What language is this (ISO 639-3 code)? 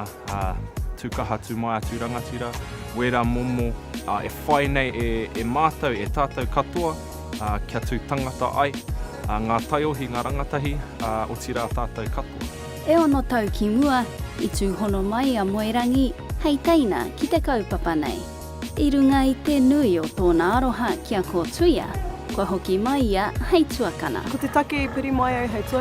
mri